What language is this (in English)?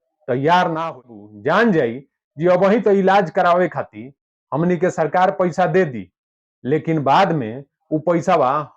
Bhojpuri